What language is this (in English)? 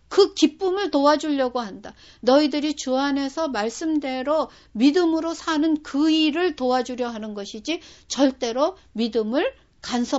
Korean